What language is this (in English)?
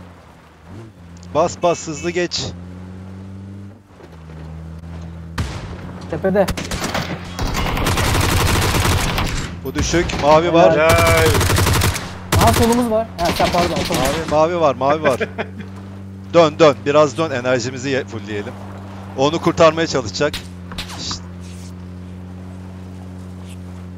Turkish